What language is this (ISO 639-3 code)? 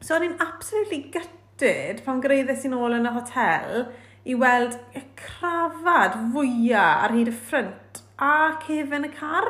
cym